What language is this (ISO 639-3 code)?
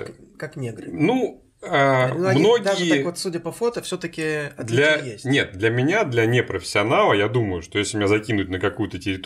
rus